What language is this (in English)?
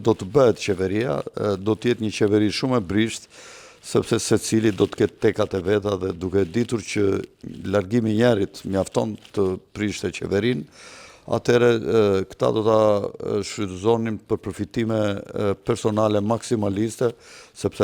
Albanian